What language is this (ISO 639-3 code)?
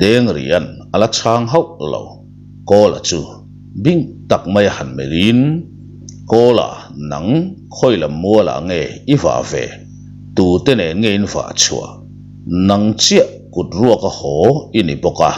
lus